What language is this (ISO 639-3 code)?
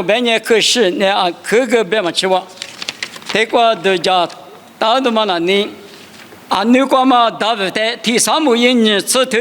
lis